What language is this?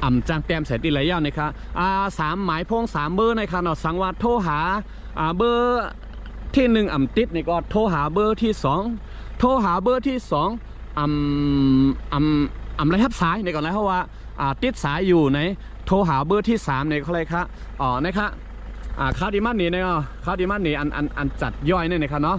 Shan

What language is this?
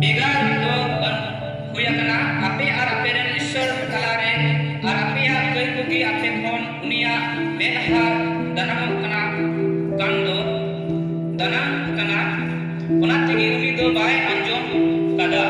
Santali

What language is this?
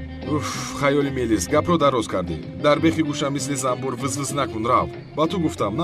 Tajik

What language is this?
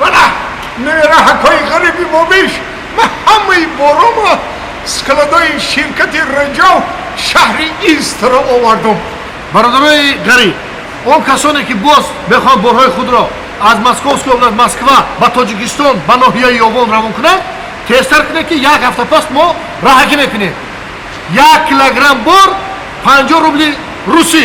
Tajik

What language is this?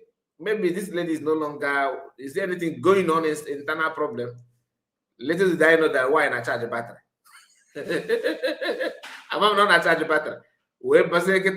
Igbo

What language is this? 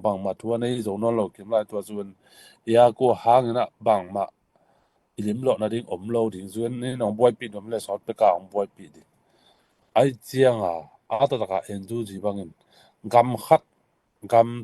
Tedim Chin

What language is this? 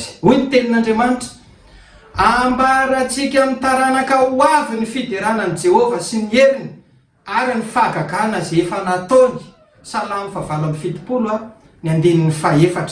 Malagasy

